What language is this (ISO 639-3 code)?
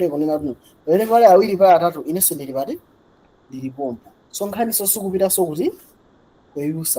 nya